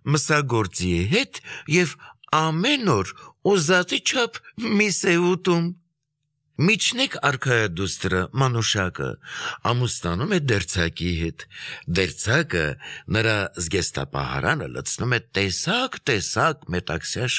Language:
Armenian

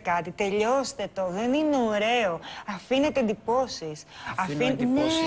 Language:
Greek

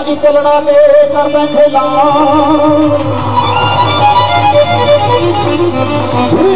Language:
Punjabi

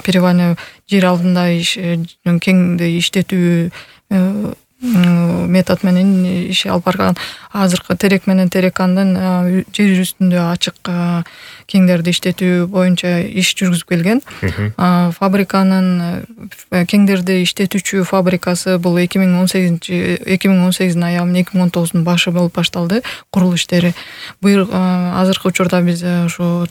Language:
Kyrgyz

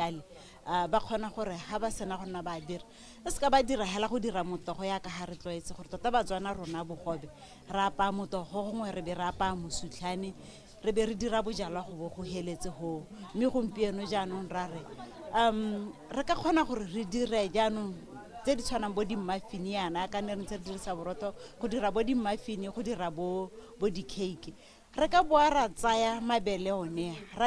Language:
Tswana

